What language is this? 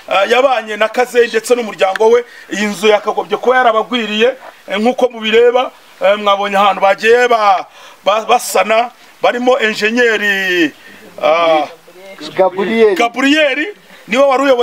Kinyarwanda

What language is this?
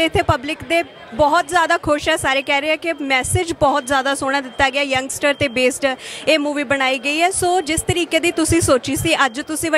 Punjabi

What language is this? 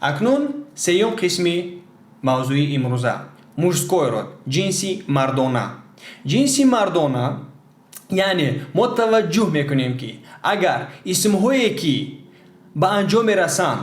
Tajik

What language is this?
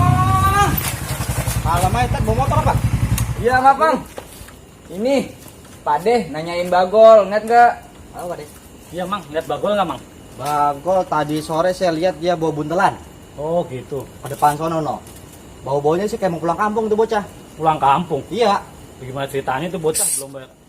Betawi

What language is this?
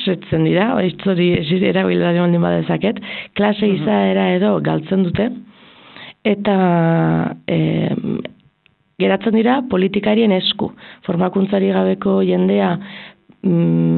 Basque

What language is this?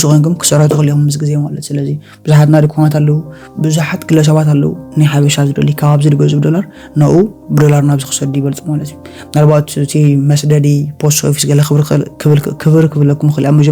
Tigrinya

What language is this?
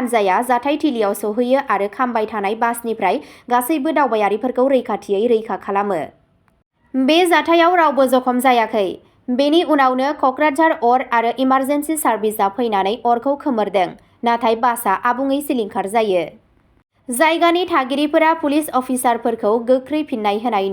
Bodo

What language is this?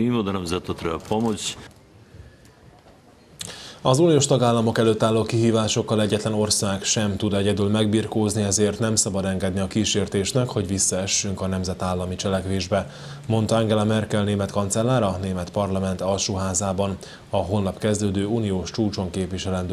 Hungarian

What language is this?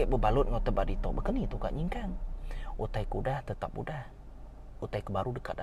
Iban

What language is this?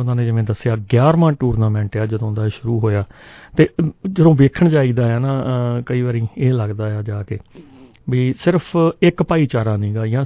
Punjabi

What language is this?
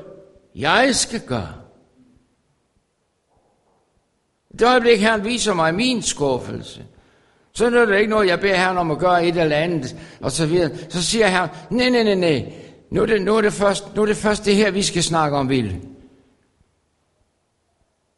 Danish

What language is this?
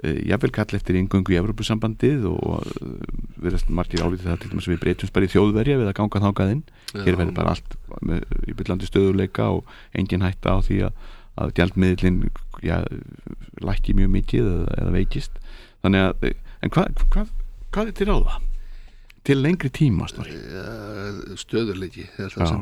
Icelandic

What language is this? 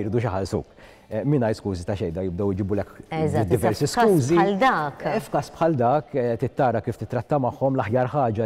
Maltese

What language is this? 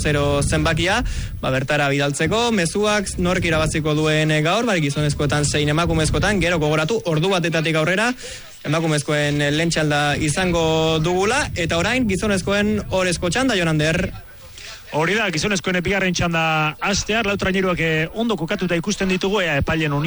Basque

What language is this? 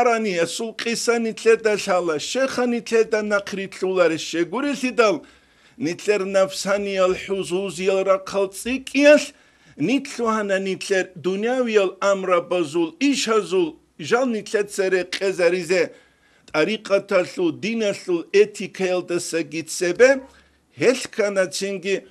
Avaric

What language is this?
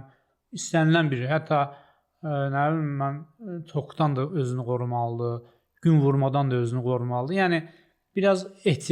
Azerbaijani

